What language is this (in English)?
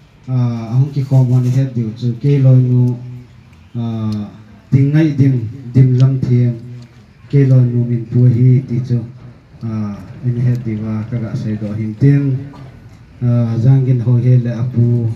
Thado Chin